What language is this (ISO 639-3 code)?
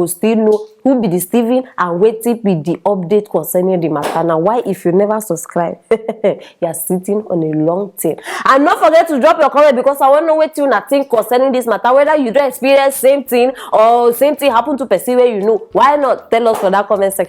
pcm